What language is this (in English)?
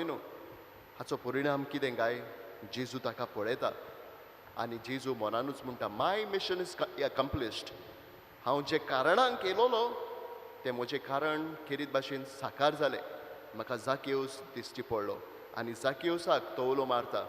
Konkani